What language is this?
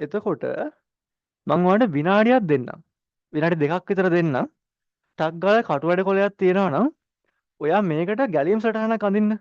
Sinhala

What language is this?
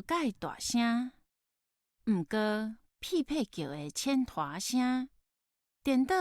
Min Nan Chinese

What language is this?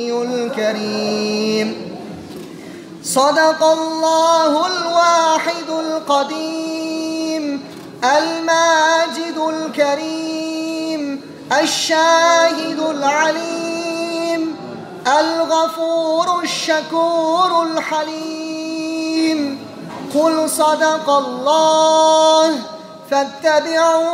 Arabic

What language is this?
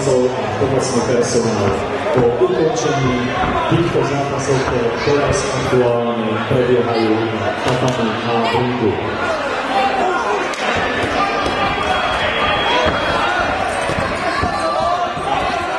Slovak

